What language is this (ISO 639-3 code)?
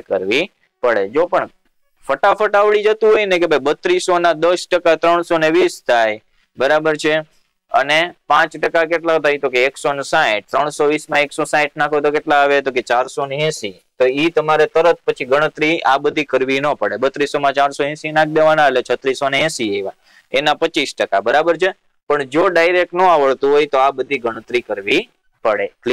guj